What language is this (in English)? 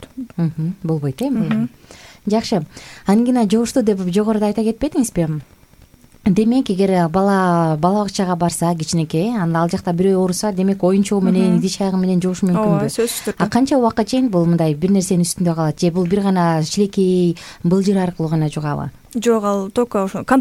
Kyrgyz